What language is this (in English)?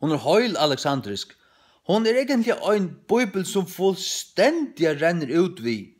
Faroese